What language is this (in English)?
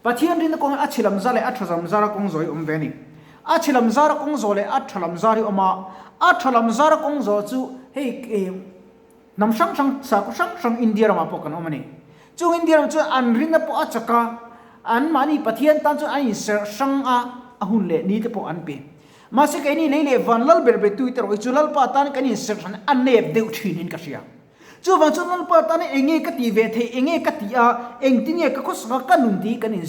Mizo